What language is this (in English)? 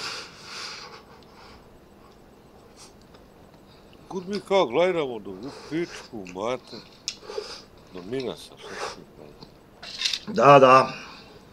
Croatian